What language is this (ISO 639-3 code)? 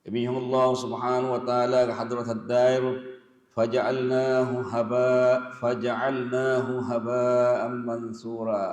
div